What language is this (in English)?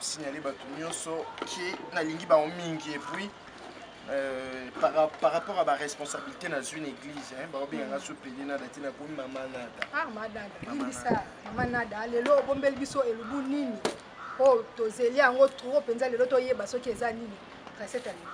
Lingala